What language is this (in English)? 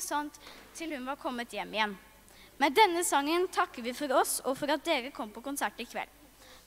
Norwegian